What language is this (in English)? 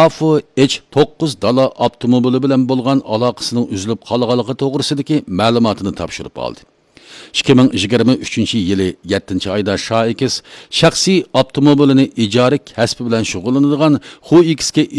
Uyghur